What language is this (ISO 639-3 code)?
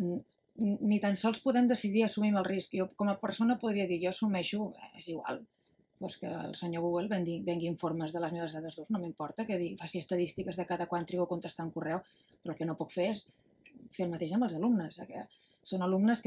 cat